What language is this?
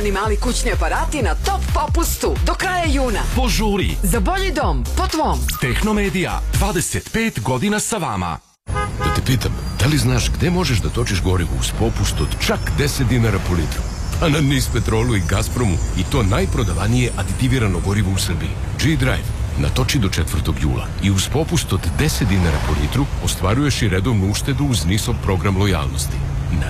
Serbian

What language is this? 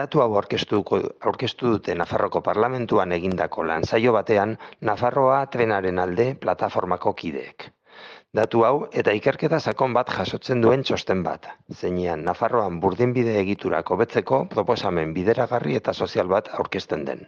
Basque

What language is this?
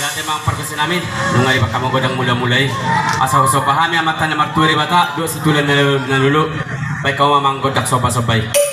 Batak Toba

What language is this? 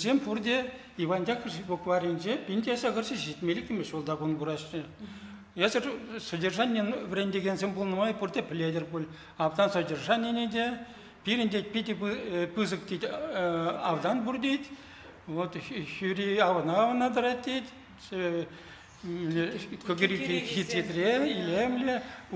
Chuvash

